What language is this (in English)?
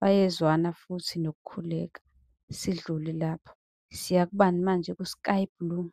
Zulu